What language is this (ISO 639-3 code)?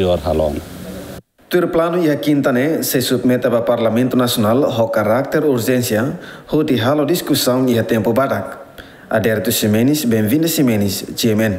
tet